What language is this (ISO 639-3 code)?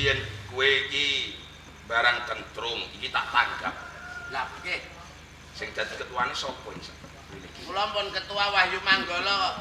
jav